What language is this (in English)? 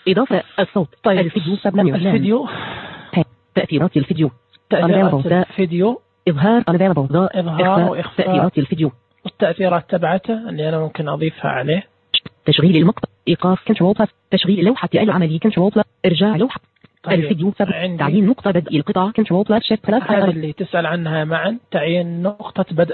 Najdi Arabic